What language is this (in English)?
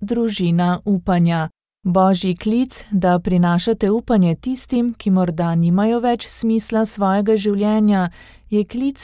Slovenian